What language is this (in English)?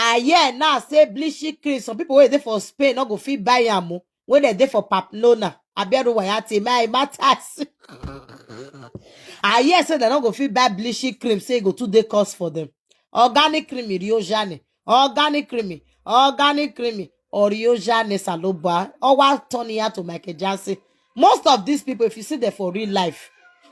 Nigerian Pidgin